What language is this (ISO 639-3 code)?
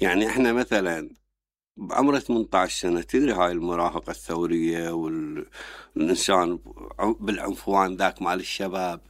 acm